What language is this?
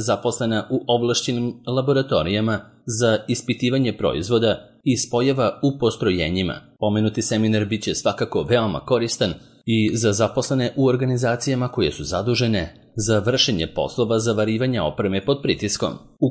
Serbian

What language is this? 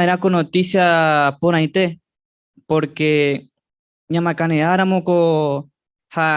Guarani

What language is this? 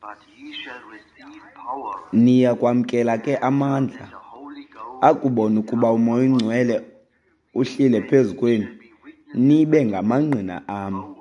Xhosa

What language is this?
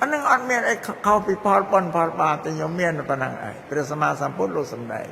Khmer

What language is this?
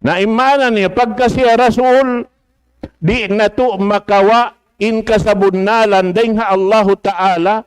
Tausug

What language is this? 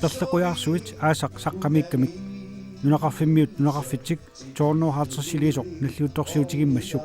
Kalaallisut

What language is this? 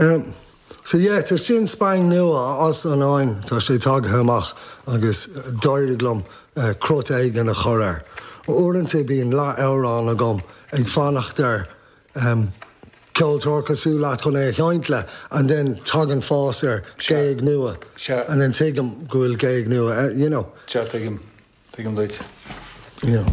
Irish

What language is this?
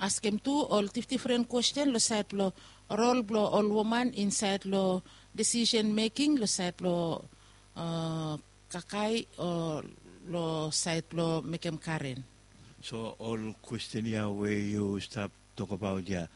Bislama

